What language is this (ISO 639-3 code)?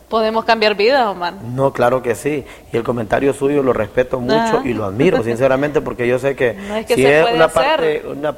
spa